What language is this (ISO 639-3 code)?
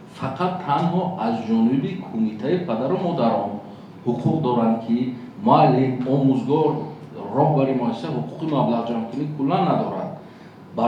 tgk